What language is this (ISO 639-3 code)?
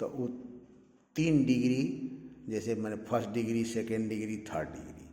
bho